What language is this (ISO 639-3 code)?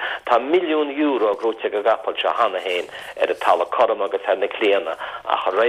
gle